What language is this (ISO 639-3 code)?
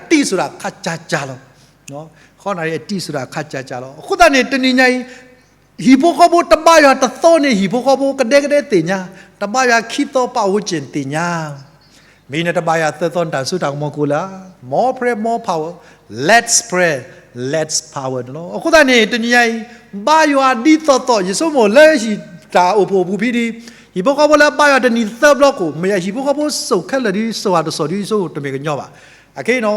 ksw